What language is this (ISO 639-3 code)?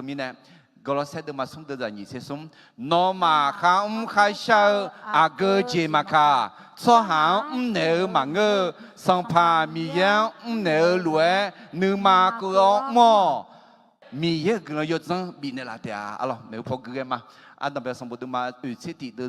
ahk